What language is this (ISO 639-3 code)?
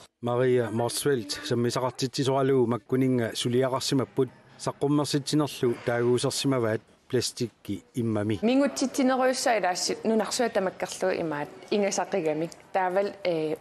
kal